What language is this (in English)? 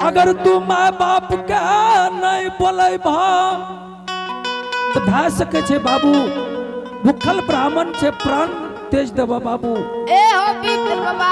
Angika